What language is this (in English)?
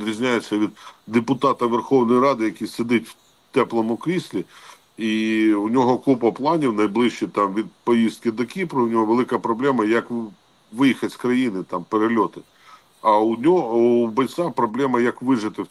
Ukrainian